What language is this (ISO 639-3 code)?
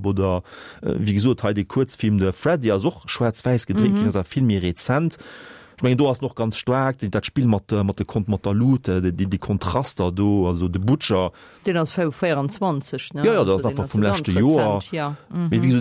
ltz